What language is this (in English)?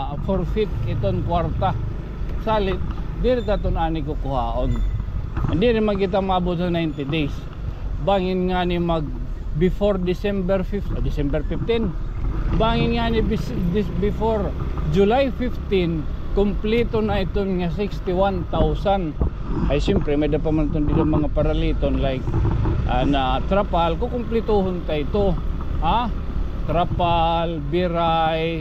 Waray